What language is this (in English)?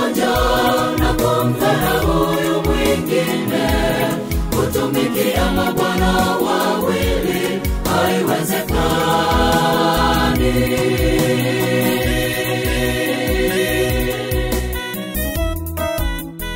Swahili